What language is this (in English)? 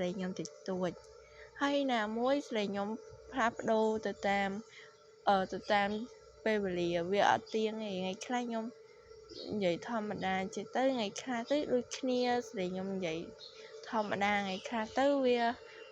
Khmer